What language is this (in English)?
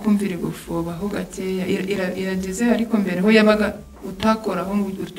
Kinyarwanda